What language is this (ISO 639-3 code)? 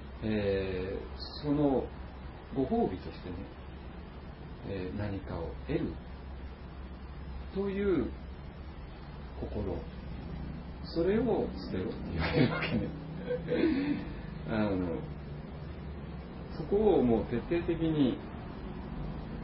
jpn